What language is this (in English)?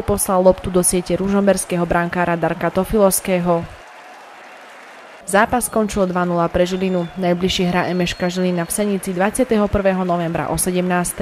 Slovak